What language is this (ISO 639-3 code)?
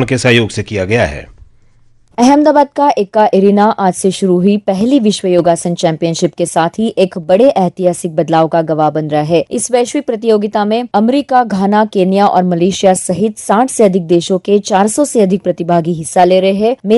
hin